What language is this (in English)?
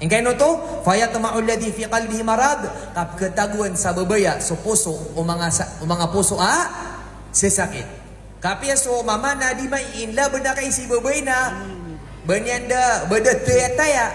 Maranao